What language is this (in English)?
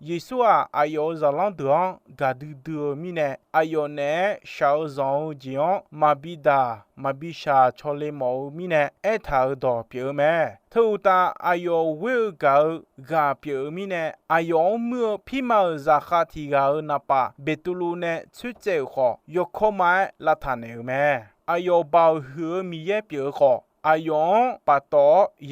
Akha